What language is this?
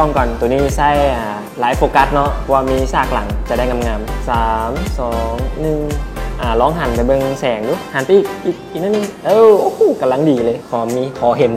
Lao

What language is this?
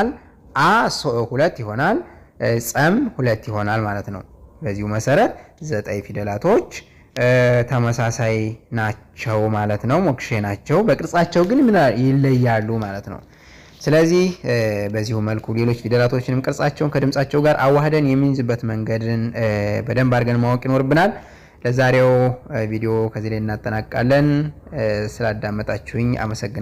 Amharic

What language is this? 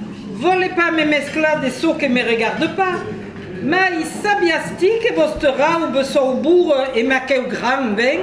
Occitan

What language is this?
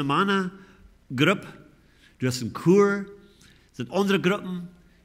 Plautdietsch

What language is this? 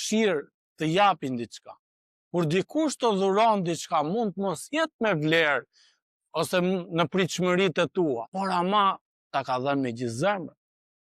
Albanian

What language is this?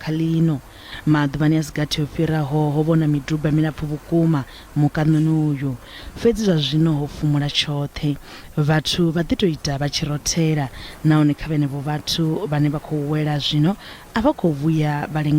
Venda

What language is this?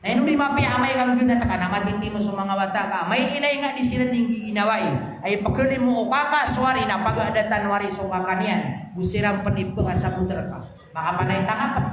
Maranao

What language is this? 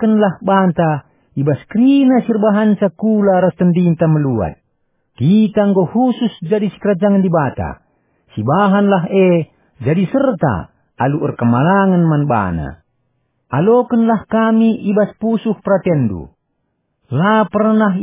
Batak Karo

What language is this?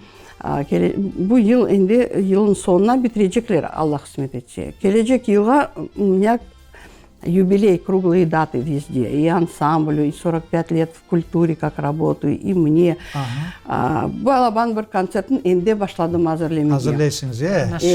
Crimean Tatar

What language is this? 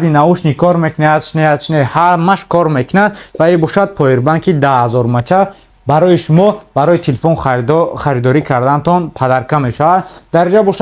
Tajik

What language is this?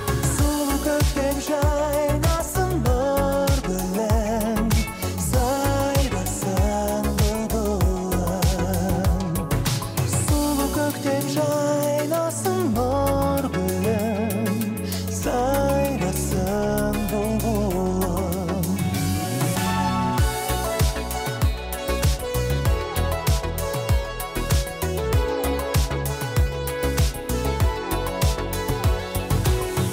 Kazakh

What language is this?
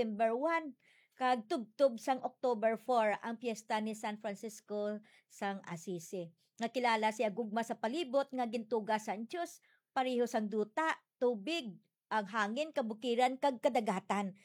Hiligaynon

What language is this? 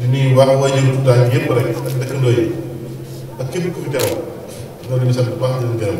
Wolof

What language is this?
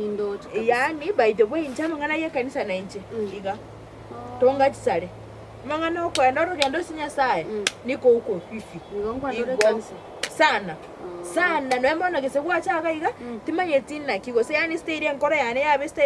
Gusii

